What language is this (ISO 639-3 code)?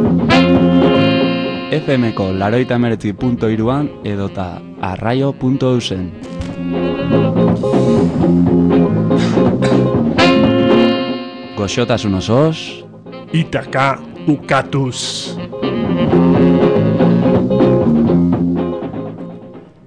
eus